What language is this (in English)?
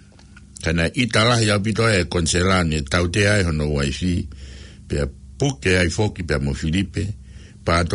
Tongan